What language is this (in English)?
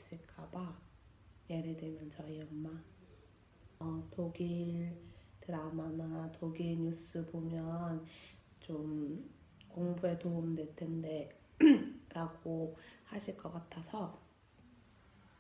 Korean